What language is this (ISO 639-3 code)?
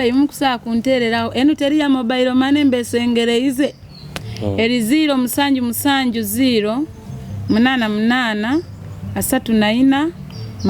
nyo